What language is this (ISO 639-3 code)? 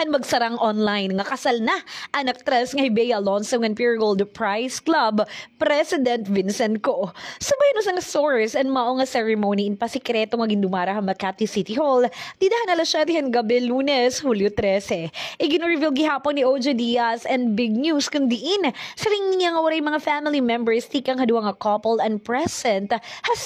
war